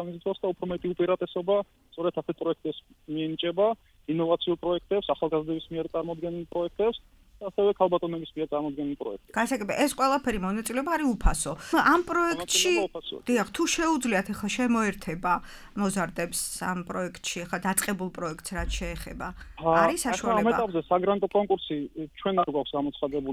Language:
Georgian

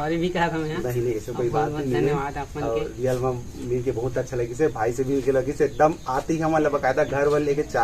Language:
Chhattisgarhi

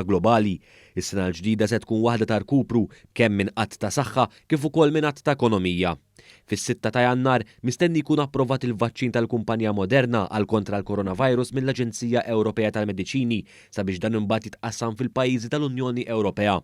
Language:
Maltese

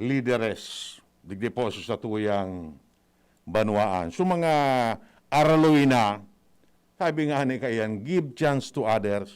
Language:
Bikol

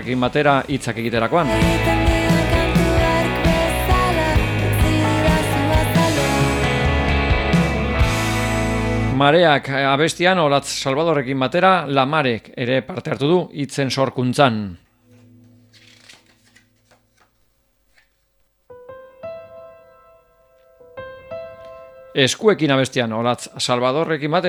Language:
Basque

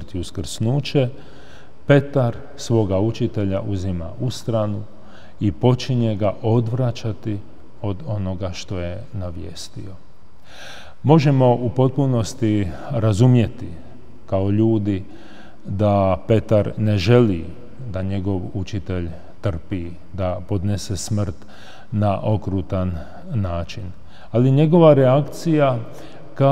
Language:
Croatian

